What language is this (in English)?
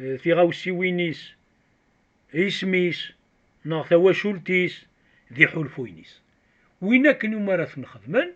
Kabyle